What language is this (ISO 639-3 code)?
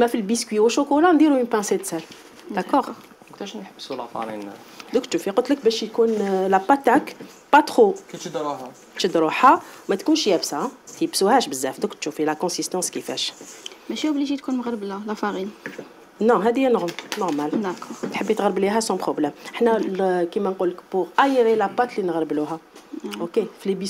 arq